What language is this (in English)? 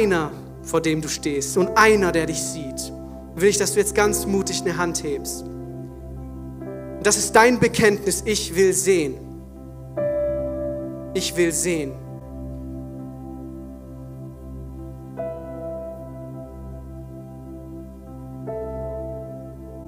German